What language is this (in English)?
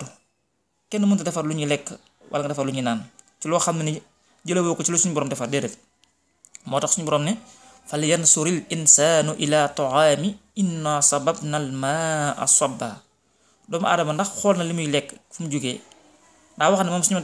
Wolof